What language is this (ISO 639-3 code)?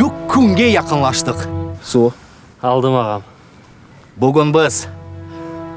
crh